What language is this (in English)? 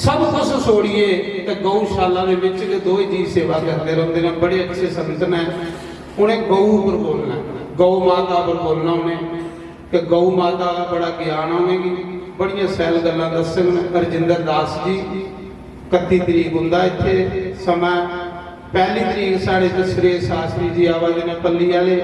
Dogri